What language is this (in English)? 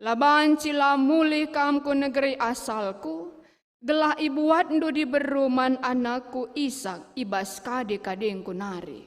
Batak Karo